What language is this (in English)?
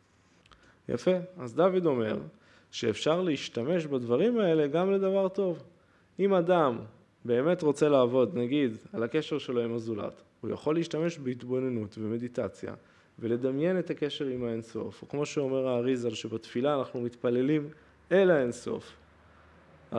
Hebrew